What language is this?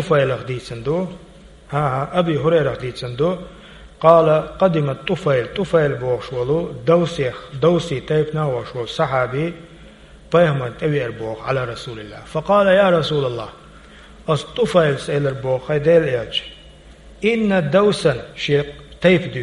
Chechen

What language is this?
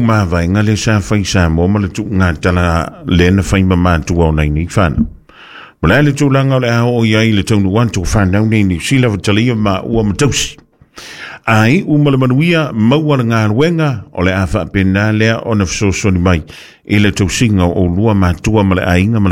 Samoan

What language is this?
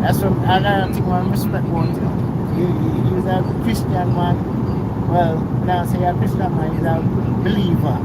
Jamaican Creole English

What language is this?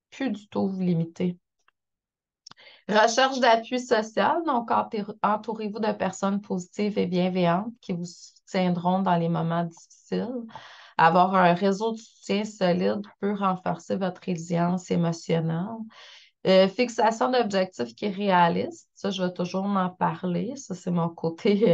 French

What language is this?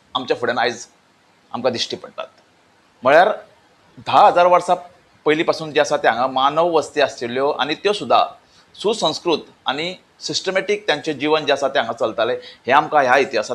Konkani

